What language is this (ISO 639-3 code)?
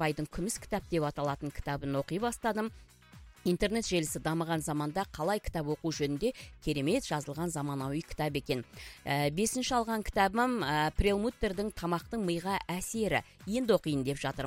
kaz